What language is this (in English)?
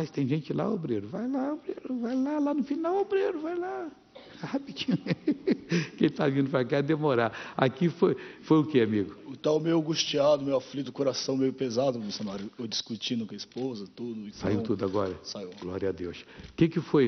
Portuguese